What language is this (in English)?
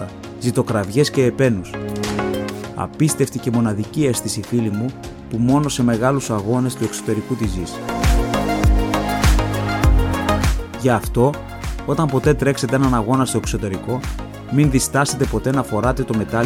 Greek